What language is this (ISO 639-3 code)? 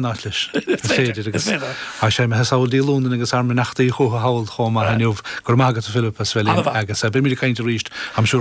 gle